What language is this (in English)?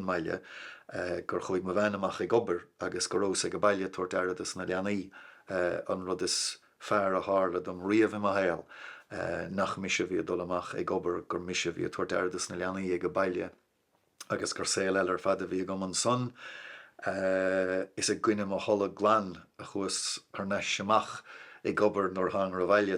Irish